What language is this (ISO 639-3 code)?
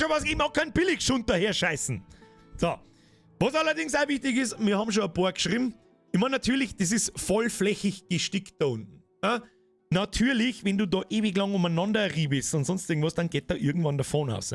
bar